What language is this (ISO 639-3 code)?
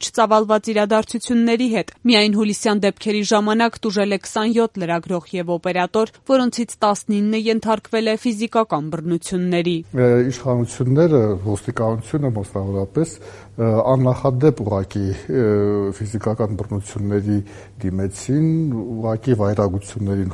hye